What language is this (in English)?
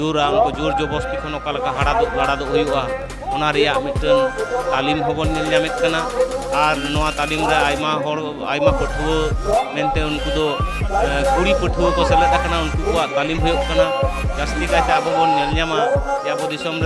Santali